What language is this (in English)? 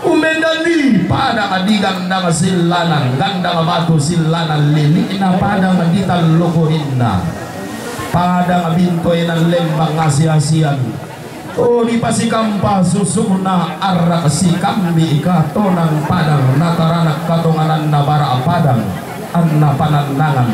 Toraja-Sa'dan